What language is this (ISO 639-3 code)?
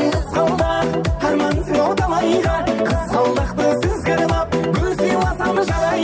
kaa